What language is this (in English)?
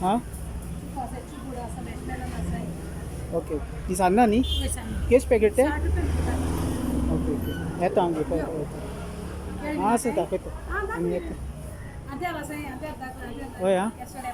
Konkani